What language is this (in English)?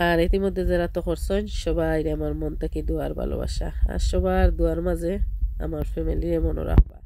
Sylheti